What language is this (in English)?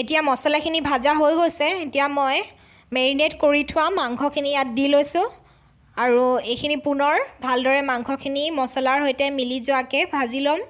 Assamese